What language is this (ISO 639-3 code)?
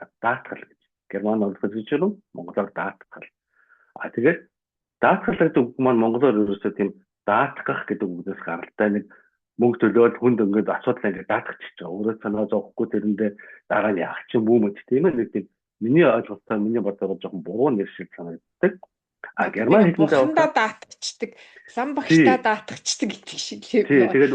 mon